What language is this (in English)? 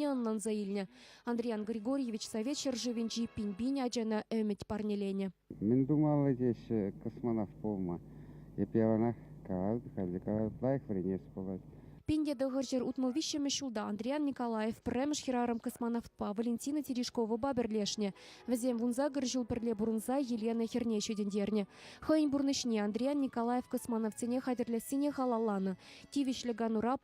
Chuvash